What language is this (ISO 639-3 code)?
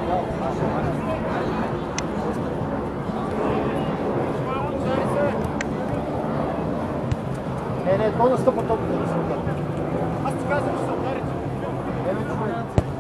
bul